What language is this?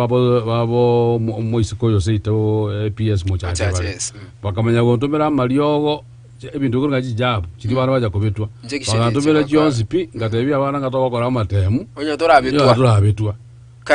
Gusii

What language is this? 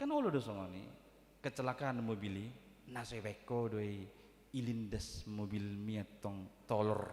Batak Toba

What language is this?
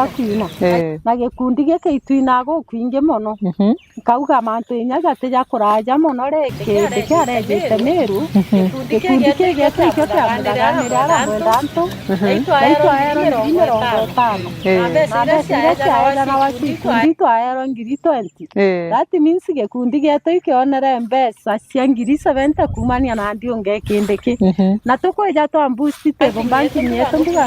Meru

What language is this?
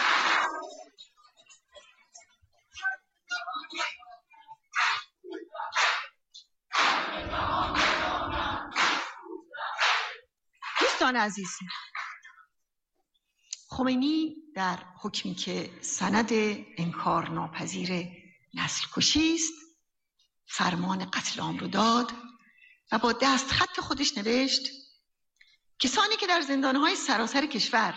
Persian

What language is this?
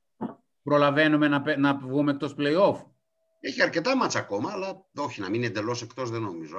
Greek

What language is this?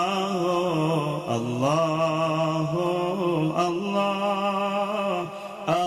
Sundanese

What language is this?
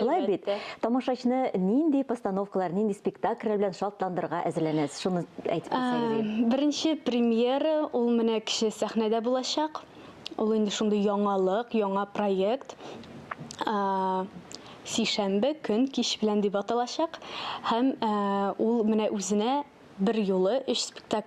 Tatar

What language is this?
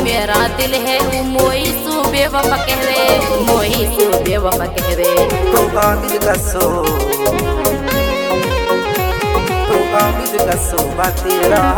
Haryanvi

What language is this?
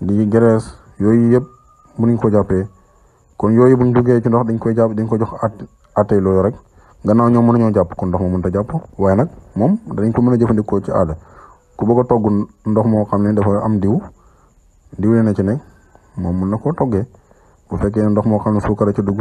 Wolof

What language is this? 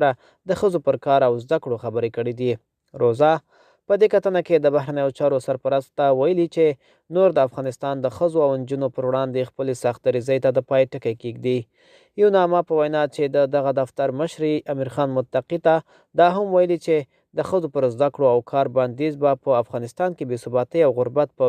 Pashto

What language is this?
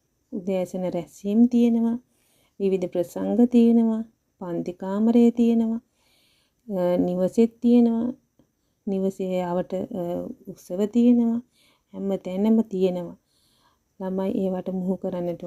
Sinhala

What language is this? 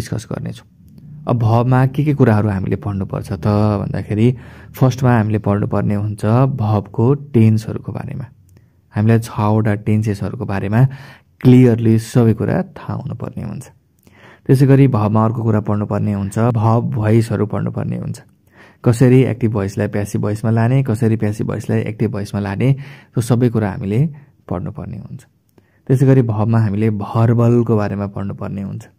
Nepali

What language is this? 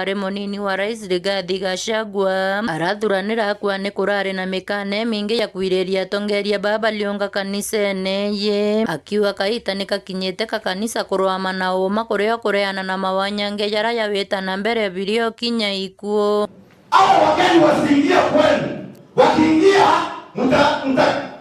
Meru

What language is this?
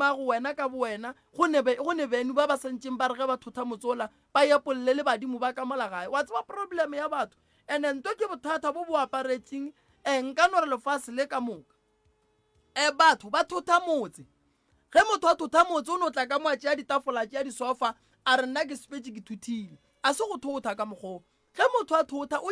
Northern Sotho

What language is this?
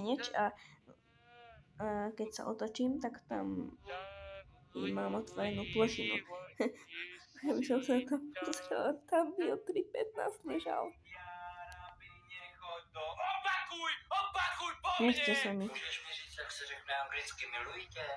Slovak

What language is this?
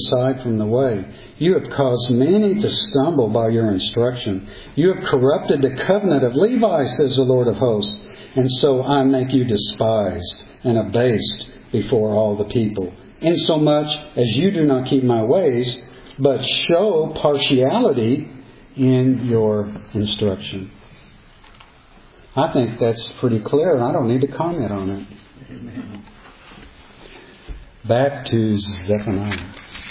English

